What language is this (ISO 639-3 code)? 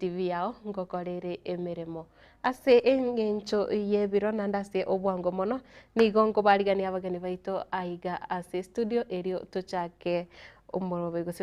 guz